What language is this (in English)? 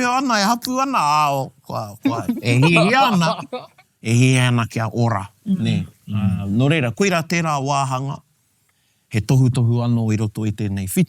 Māori